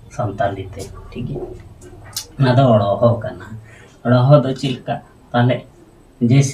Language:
Santali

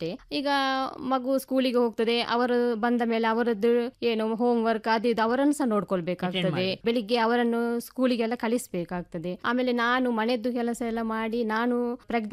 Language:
Kannada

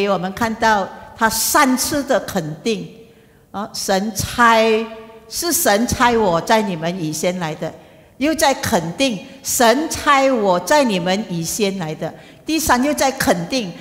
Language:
Chinese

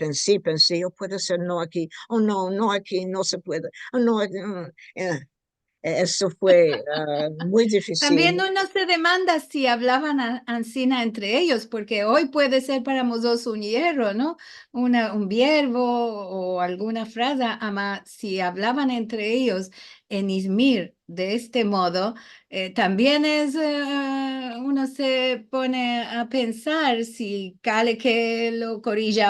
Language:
Ladino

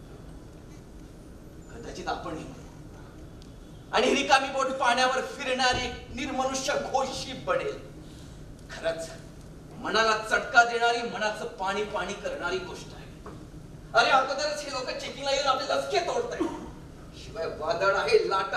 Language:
Marathi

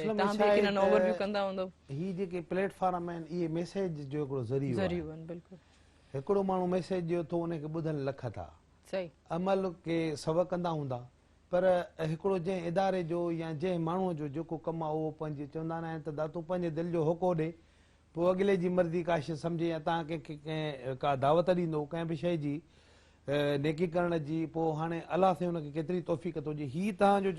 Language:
Sindhi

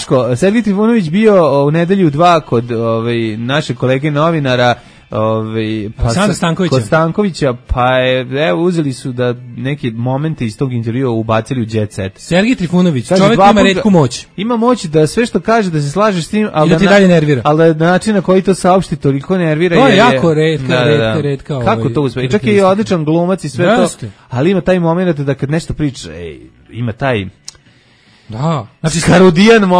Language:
Serbian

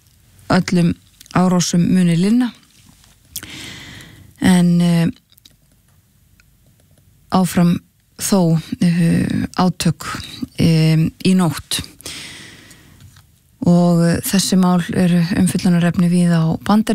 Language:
Icelandic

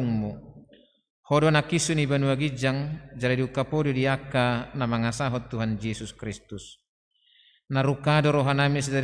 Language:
Batak Toba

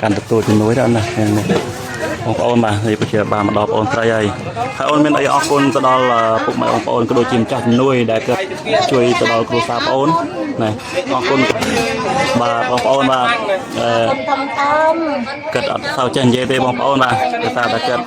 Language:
Khmer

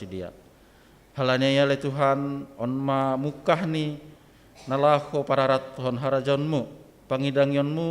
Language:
Batak Simalungun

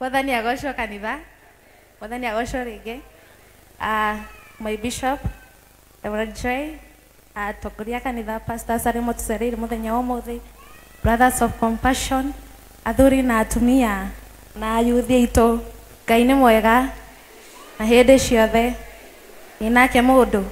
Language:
Kikuyu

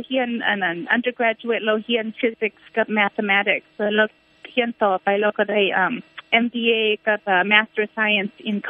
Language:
Lao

